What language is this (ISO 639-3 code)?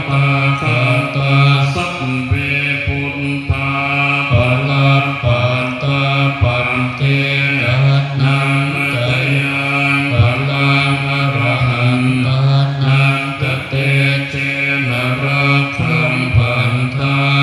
pli